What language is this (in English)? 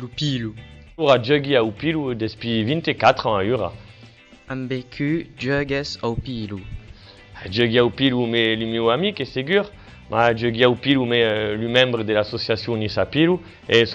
Occitan